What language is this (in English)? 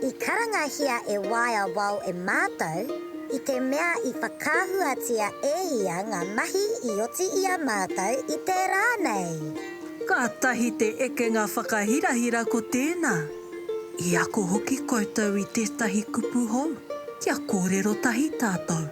Māori